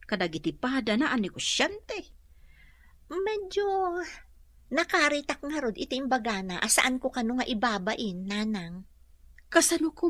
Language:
Iloko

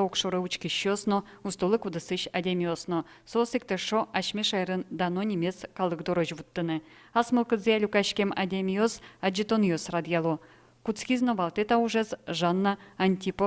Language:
Udmurt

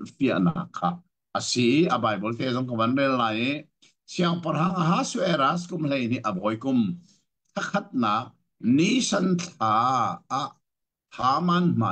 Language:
Hakha Chin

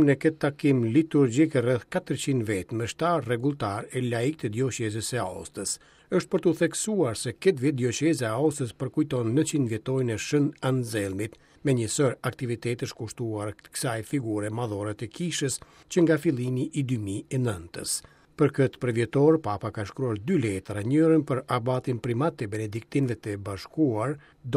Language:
Albanian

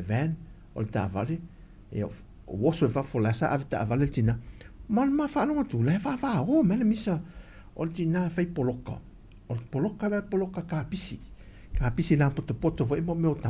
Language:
Samoan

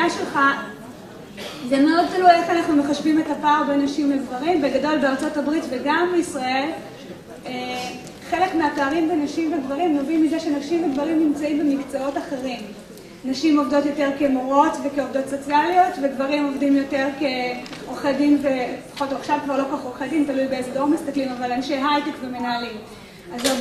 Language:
Hebrew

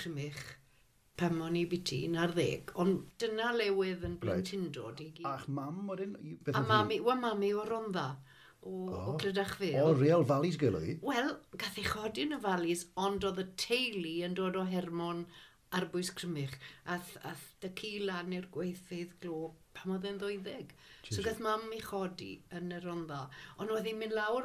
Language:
Welsh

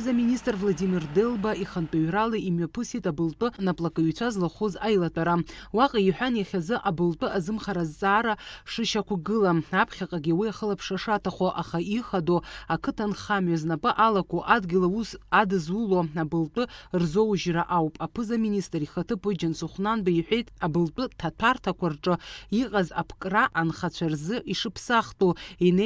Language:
Abkhazian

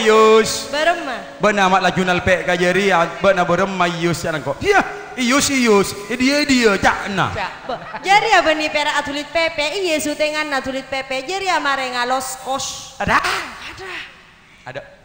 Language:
Madurese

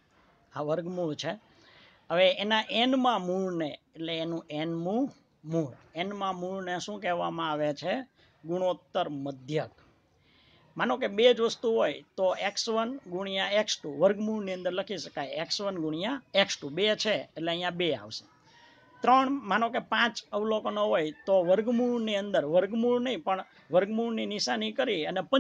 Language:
Gujarati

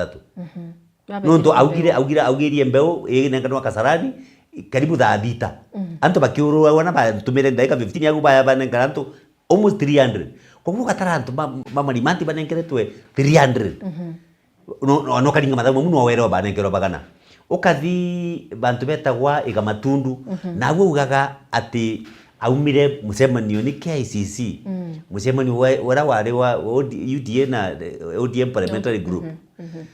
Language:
Meru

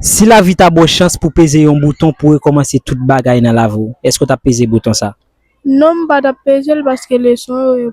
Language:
Haitian Creole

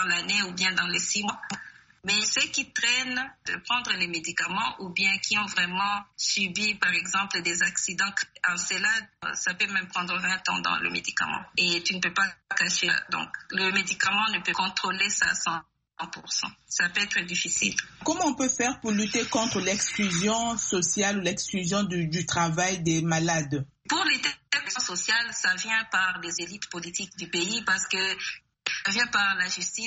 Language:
French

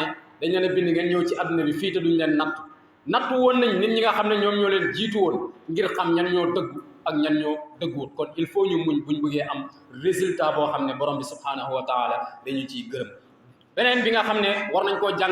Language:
Wolof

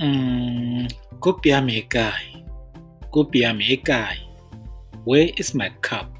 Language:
Tswana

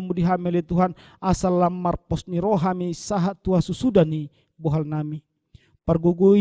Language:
Batak Toba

